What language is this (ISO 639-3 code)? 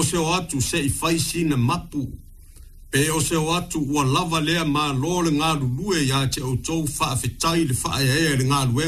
smo